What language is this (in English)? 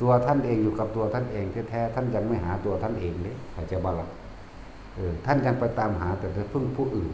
Northeastern Thai